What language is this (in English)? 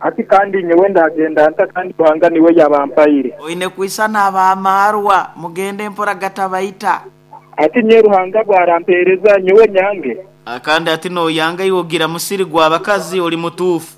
Nyoro